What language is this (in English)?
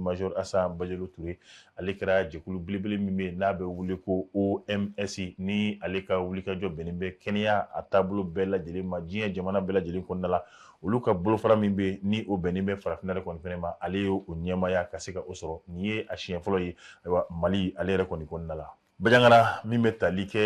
Bambara